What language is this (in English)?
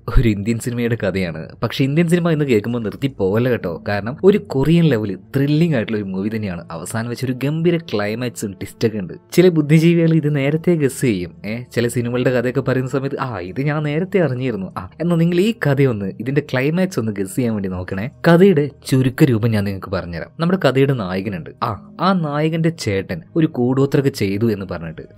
Malayalam